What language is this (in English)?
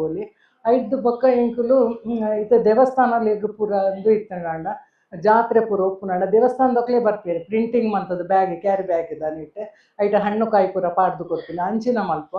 Tulu